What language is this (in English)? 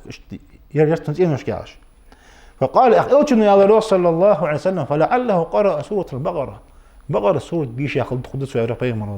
Ingush